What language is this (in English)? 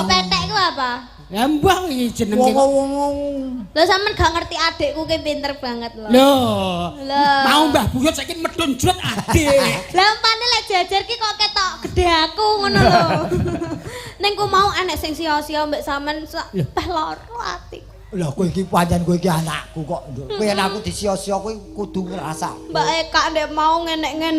Javanese